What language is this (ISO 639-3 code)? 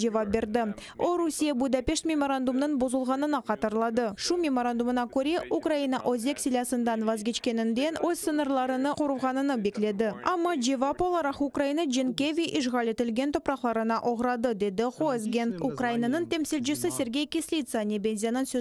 crh